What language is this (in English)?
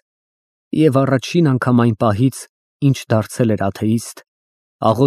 Armenian